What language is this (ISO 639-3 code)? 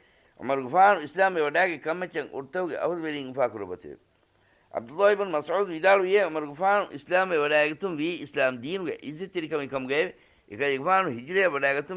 div